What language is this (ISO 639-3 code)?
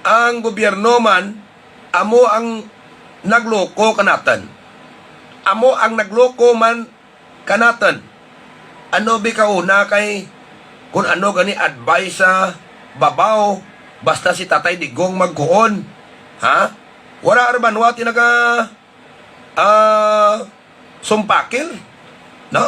hil